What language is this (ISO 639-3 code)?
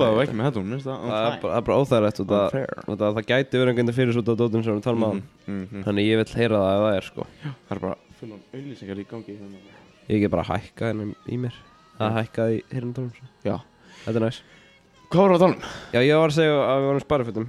isl